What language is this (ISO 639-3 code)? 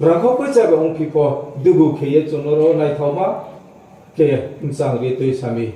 ria